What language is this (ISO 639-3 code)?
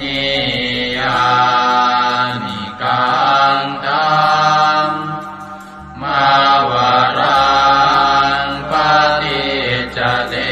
pli